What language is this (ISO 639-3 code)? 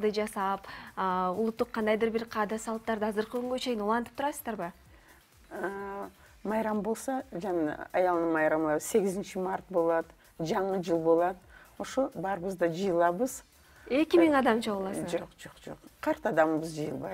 kir